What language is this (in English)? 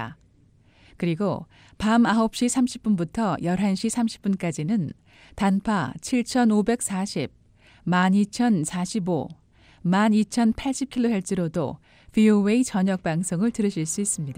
Korean